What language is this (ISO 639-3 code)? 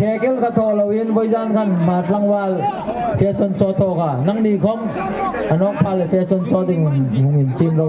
hmr